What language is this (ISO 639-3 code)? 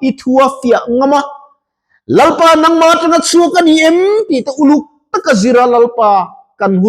lus